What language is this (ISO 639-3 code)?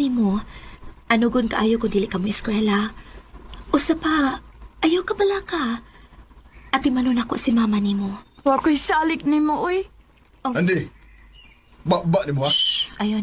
ceb